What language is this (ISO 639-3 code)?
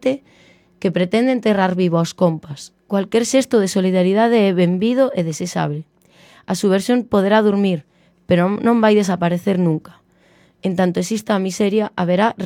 glg